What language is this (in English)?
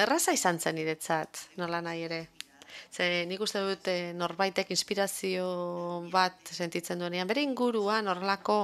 Basque